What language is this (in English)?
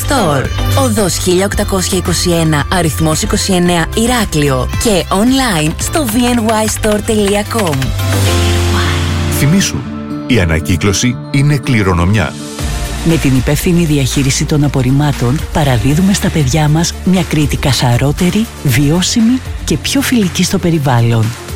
Greek